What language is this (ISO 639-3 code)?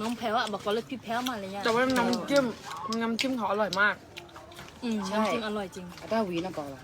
ksw